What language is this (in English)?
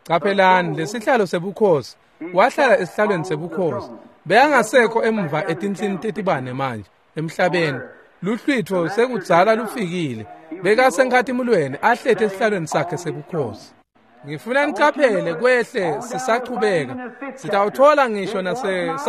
Swati